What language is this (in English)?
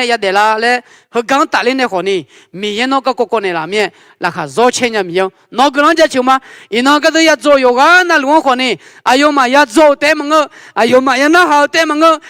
Akha